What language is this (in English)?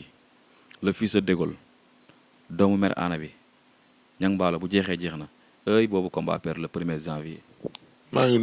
Wolof